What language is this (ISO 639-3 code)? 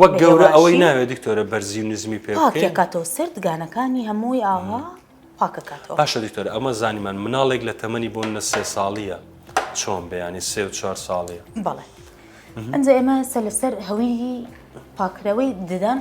ckb